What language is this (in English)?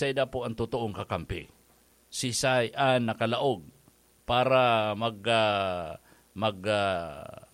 Bikol